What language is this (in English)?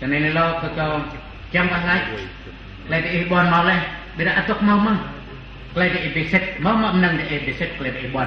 Central Mnong